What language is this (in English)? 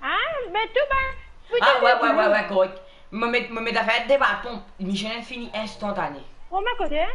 Morisyen